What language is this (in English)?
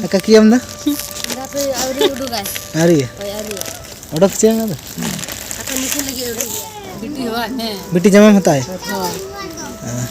Santali